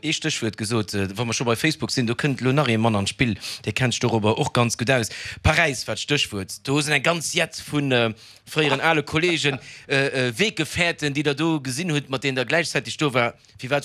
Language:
Luxembourgish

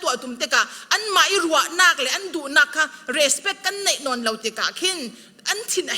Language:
Falam Chin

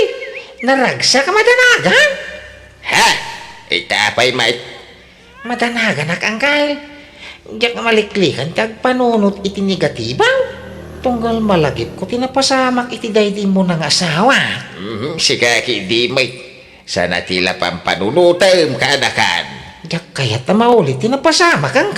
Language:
Iloko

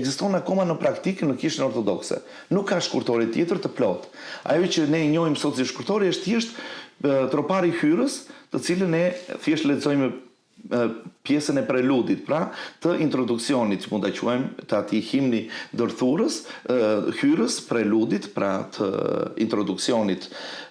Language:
Albanian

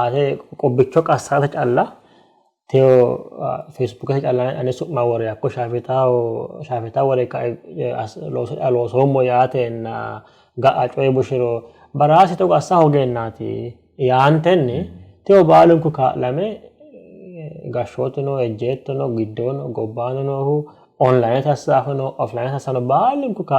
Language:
Sidamo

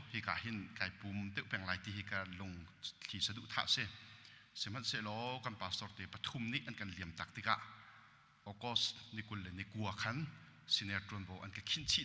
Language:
Hakha Chin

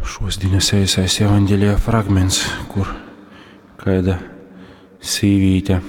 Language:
Latgalian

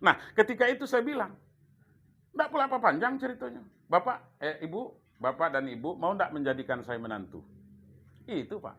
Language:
Minangkabau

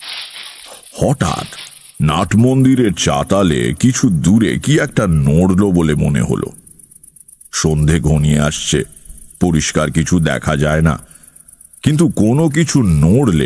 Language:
Bangla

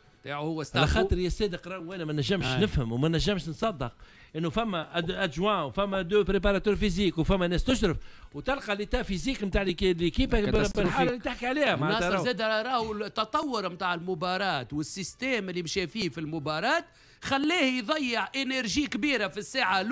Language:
Tunisian Arabic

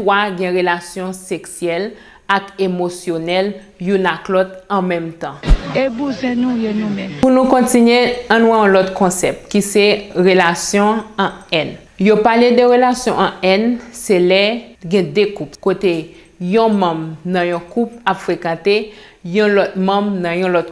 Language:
Haitian Creole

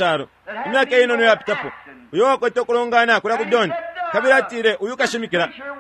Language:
Bemba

